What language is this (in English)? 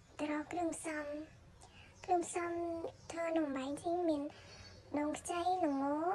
Khmer